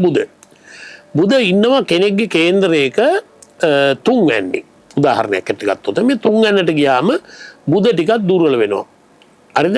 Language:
Sinhala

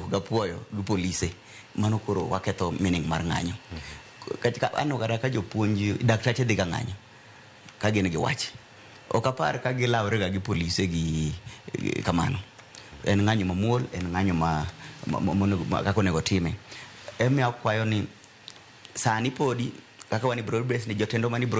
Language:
Luo (Kenya and Tanzania)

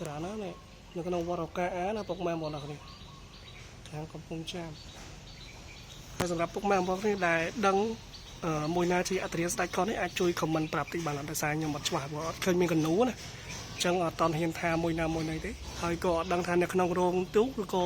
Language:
Khmer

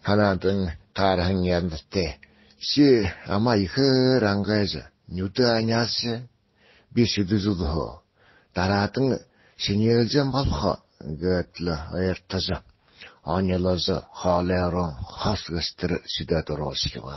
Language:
Buriat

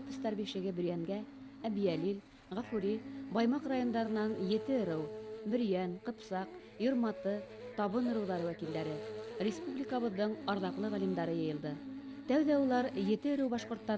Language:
Bashkir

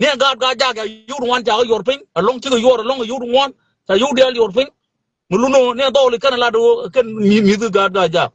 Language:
Nuer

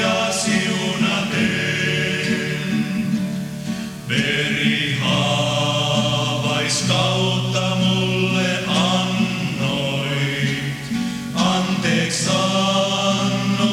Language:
Finnish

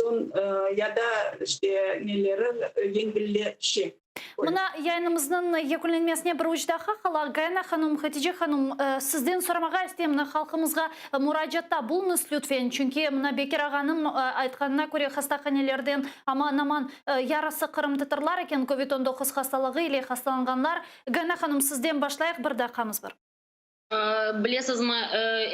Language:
Crimean Tatar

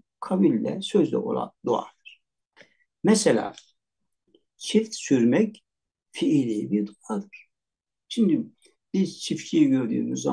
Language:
Turkish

